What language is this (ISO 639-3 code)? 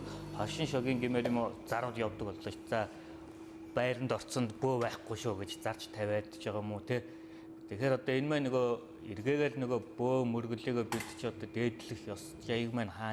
mon